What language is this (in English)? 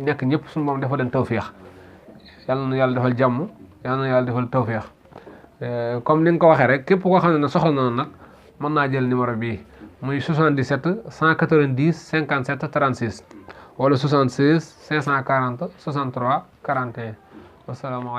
Wolof